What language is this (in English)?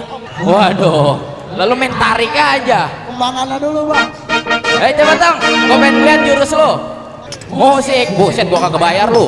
Betawi